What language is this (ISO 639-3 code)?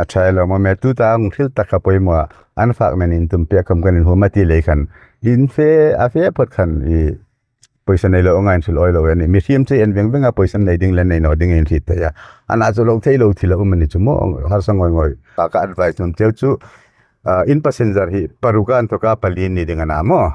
hmr